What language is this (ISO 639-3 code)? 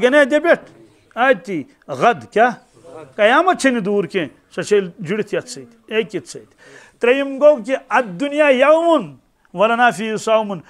kas